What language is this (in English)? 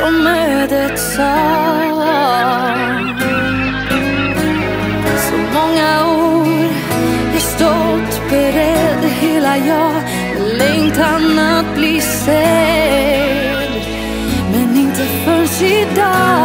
Swedish